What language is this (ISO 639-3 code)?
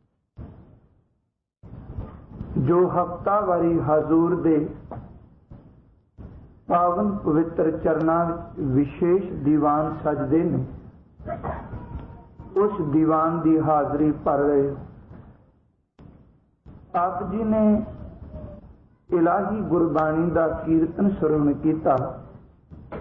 pan